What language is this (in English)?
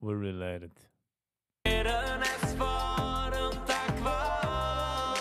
Yiddish